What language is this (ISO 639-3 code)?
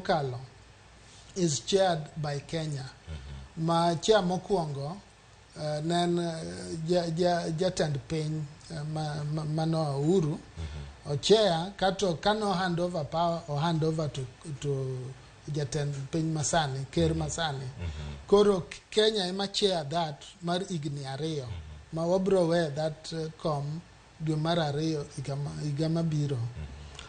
luo